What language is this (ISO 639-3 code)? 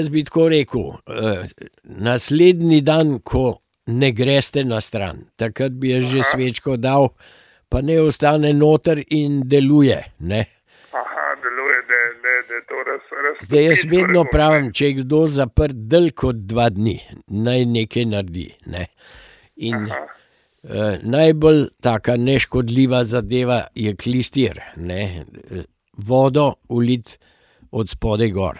slv